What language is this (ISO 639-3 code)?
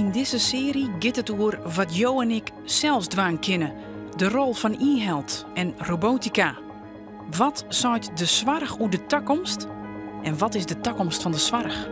fry